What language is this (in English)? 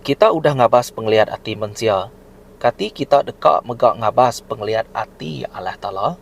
Iban